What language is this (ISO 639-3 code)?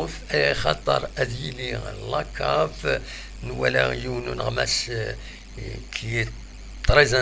kab